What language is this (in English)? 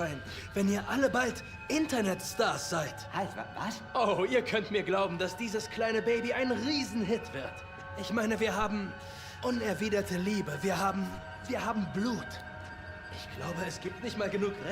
Bavarian